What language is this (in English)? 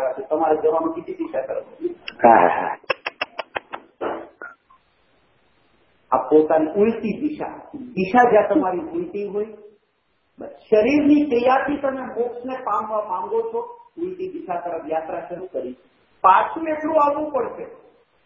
Gujarati